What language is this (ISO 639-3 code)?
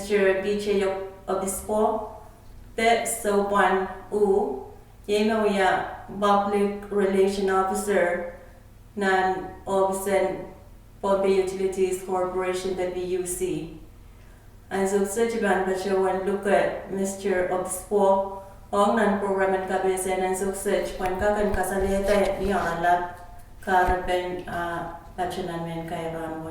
pon